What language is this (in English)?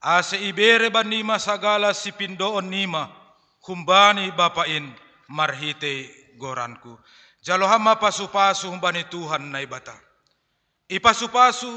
Batak Simalungun